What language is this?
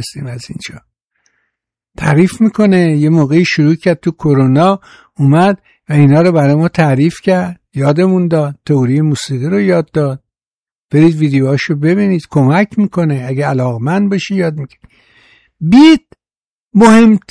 Persian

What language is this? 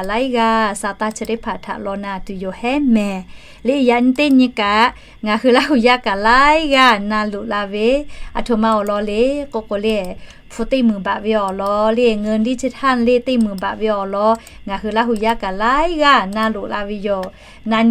Lahu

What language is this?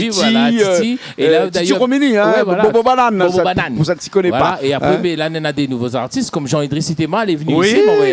Réunion Creole French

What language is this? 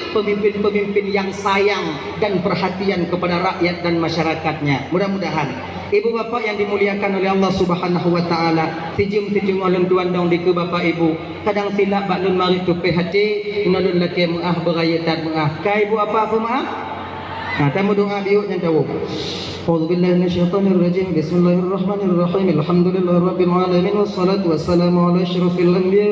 Achinese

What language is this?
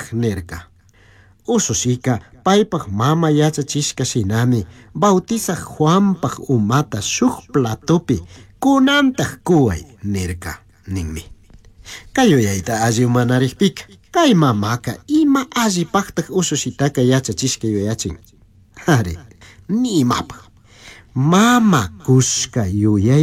Chimborazo Highland Quichua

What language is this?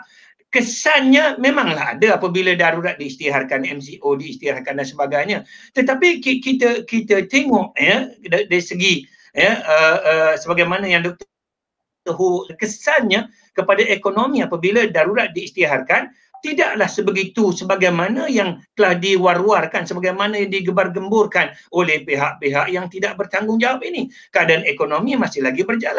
Malay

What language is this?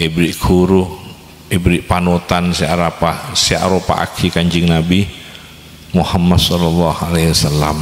Madurese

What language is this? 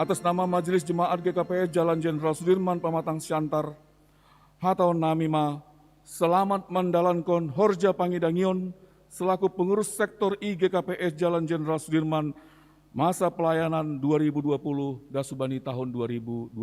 Batak Simalungun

